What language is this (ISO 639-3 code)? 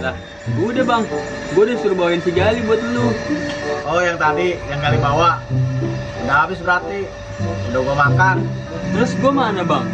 bew